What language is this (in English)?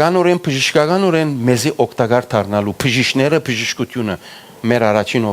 Western Armenian